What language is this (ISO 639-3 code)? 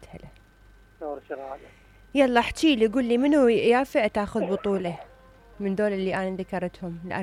acm